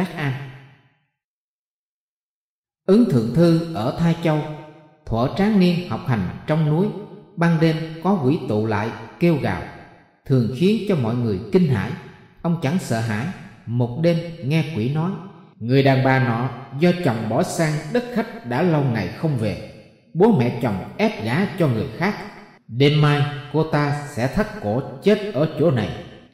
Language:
Vietnamese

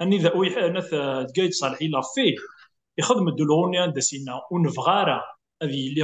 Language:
Kabyle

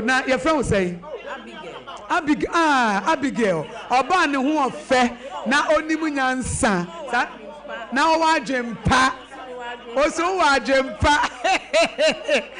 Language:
Akan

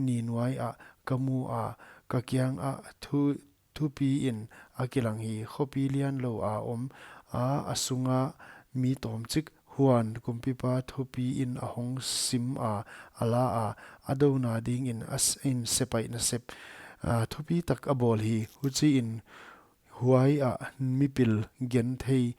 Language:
Paite Chin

